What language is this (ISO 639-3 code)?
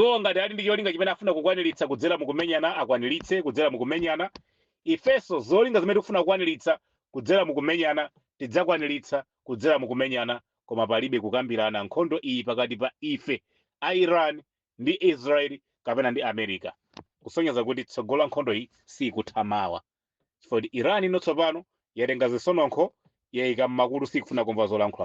nya